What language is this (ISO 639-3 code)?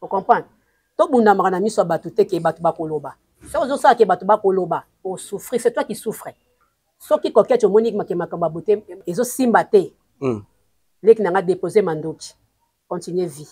lin